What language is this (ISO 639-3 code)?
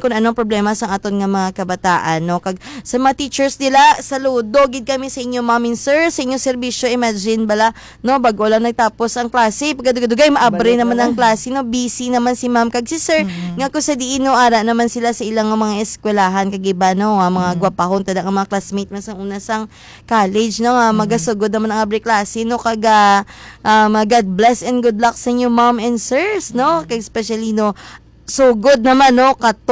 hil